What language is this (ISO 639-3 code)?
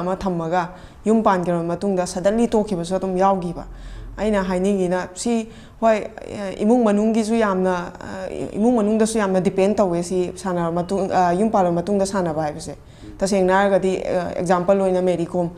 mni